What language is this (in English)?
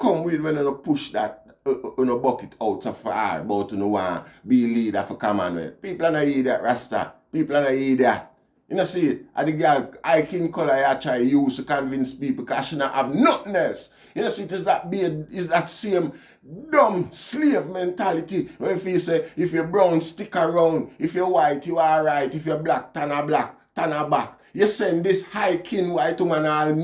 Jamaican Creole English